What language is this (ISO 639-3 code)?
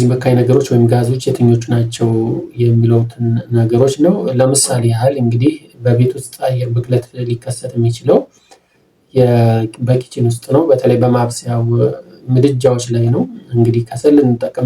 amh